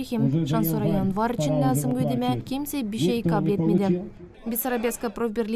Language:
Gagauz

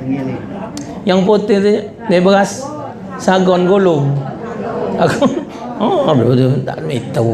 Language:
Musi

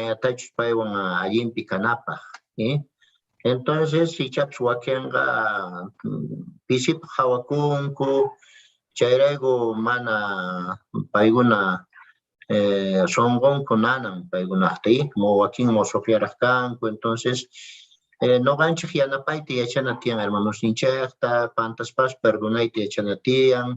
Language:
Quechua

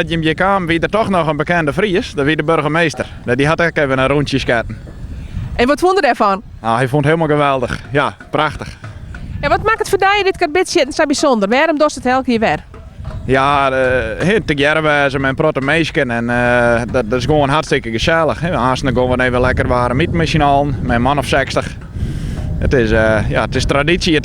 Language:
Western Frisian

